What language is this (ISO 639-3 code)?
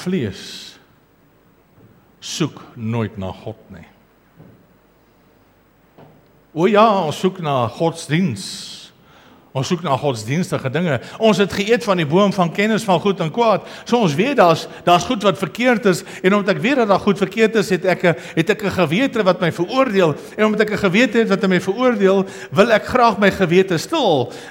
afr